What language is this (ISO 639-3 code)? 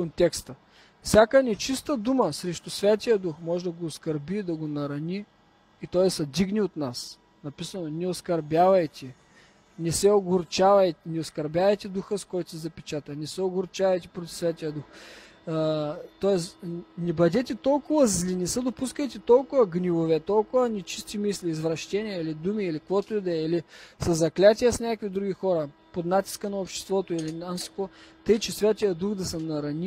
bul